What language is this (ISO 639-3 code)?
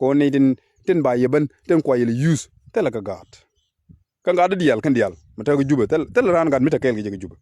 nus